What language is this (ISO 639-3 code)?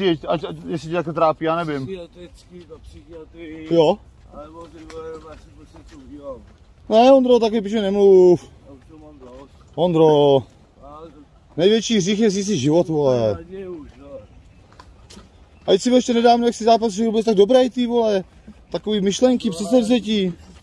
ces